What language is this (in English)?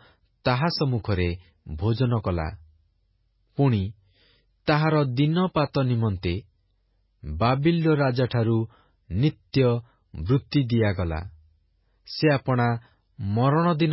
Odia